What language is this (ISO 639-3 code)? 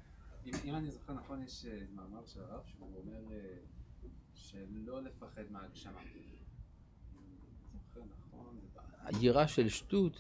heb